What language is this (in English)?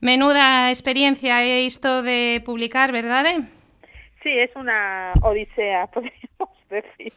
Galician